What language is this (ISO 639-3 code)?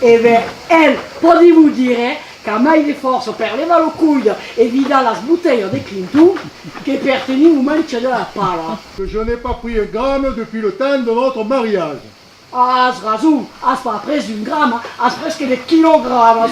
oci